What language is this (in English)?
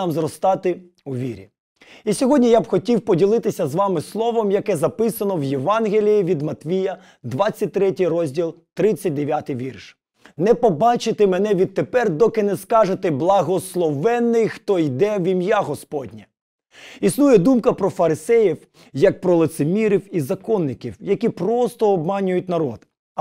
Ukrainian